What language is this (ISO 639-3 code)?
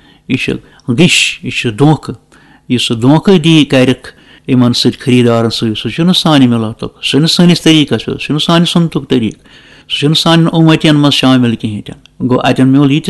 kas